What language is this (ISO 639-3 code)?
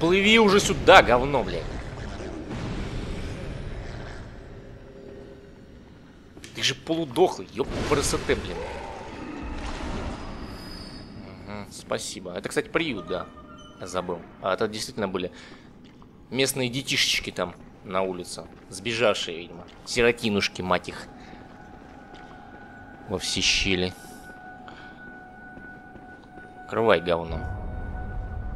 rus